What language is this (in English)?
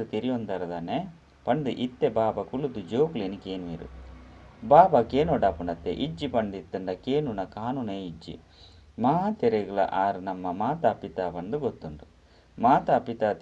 Tulu